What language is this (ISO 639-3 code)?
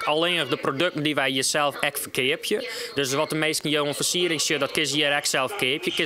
nld